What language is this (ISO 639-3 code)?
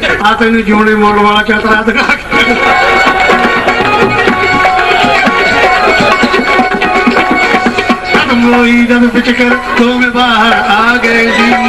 pan